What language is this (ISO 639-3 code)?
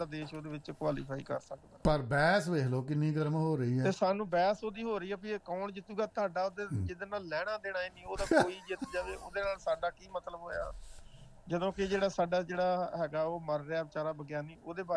pan